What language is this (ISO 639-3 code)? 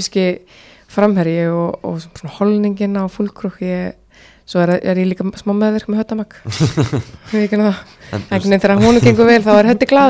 isl